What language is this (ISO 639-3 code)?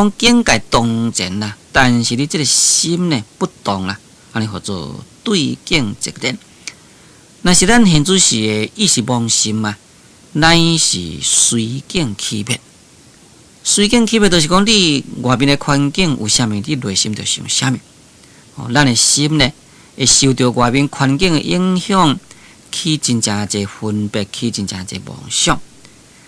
nan